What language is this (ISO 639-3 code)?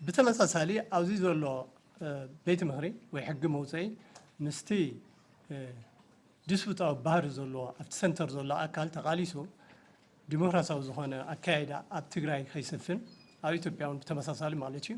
tir